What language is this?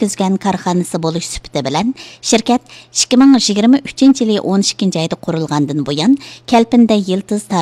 Uyghur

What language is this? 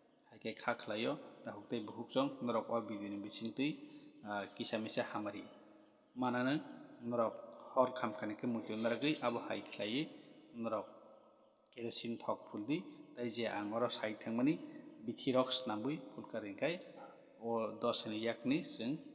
Kok Borok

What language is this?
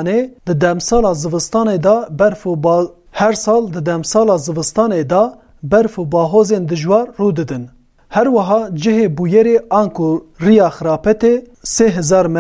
Kurdish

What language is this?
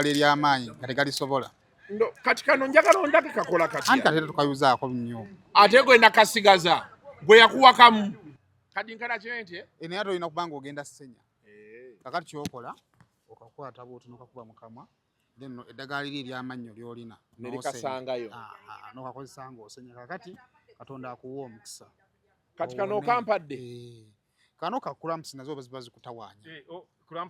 Ganda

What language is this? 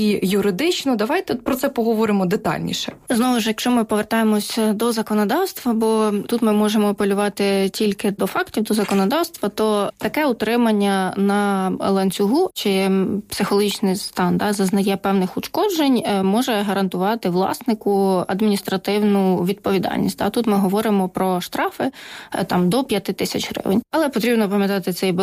Ukrainian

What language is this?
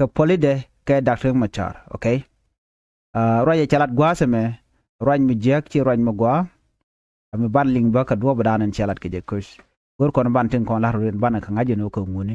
Nuer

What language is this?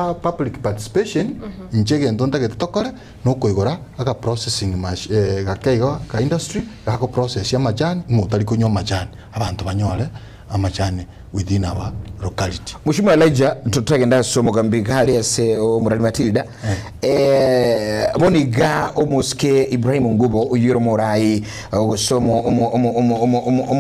Gusii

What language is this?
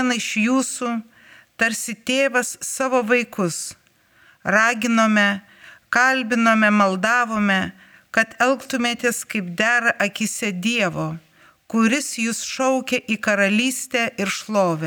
Lithuanian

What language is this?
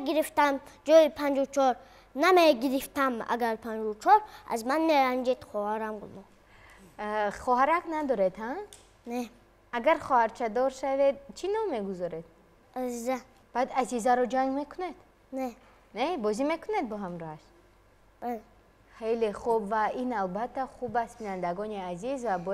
Tajik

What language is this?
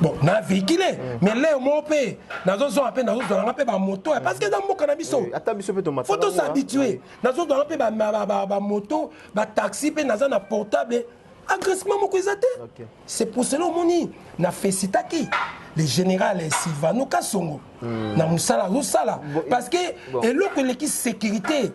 Lingala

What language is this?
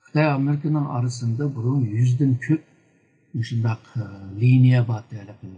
Uyghur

